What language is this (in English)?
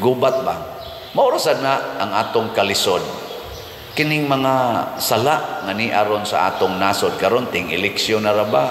Cebuano